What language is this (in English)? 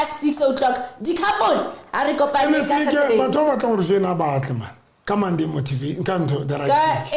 Southern Sotho